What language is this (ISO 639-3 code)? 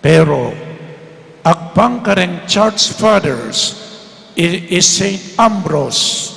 pam